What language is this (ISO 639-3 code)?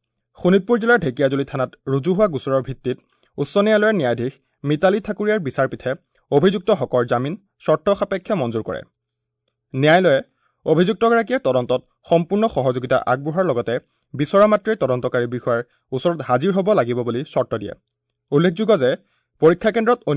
asm